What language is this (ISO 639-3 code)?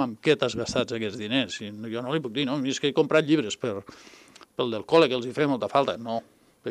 cat